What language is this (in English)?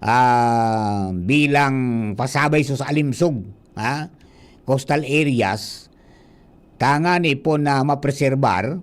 Bikol